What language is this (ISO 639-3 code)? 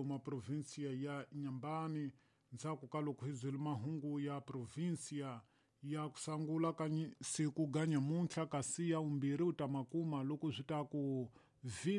tso